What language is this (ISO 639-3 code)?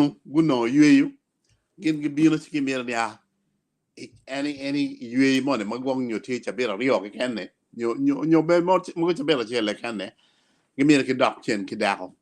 ach